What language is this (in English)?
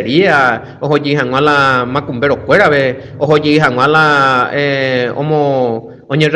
Guarani